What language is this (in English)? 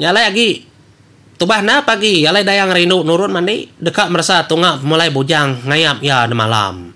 Iban